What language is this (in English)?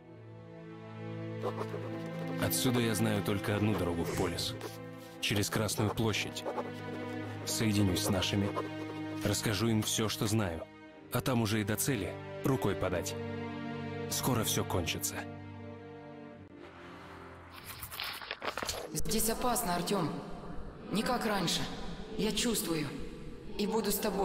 Russian